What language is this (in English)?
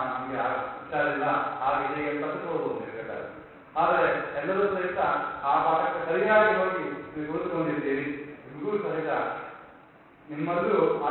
Kannada